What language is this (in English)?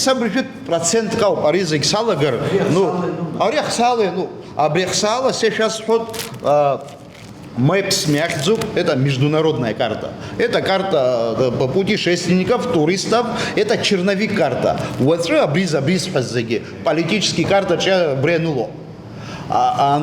Abkhazian